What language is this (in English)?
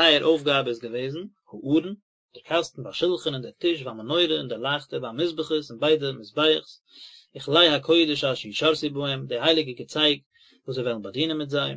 Yiddish